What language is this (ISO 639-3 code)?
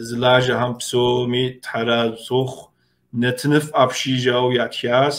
kbd